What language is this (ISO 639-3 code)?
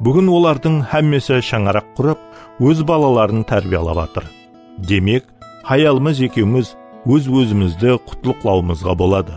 kaa